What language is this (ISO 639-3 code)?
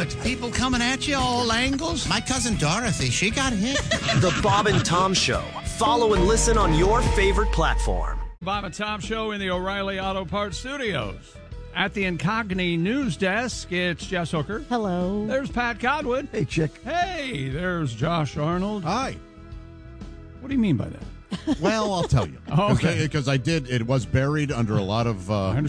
eng